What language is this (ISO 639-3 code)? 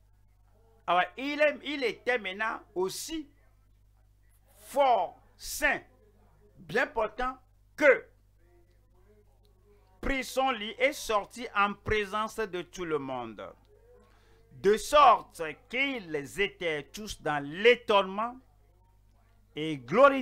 fra